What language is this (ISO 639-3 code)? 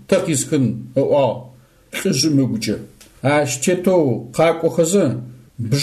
ady